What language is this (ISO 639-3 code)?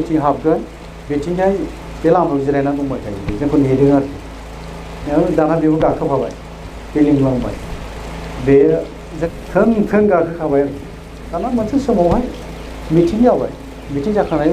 brx